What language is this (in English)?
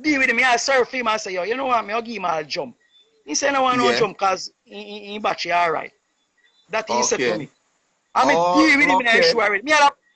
Jamaican Creole English